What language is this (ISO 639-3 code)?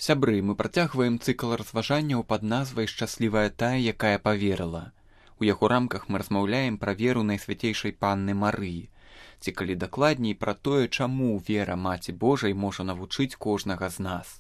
bel